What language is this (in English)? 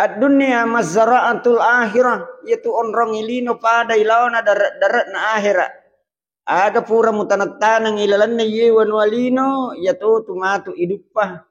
Buginese